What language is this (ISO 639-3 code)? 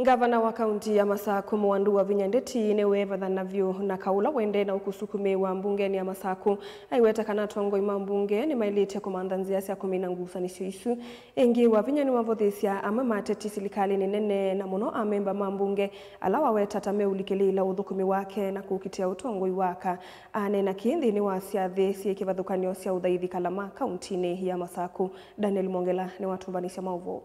kam